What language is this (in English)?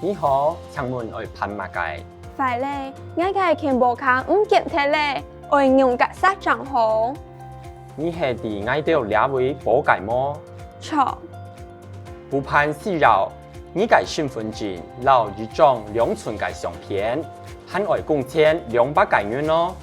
Hakka Chinese